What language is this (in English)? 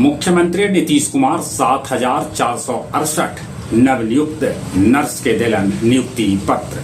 Magahi